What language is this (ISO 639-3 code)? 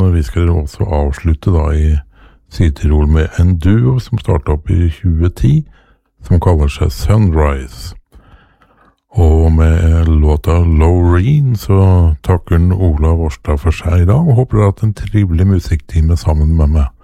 nor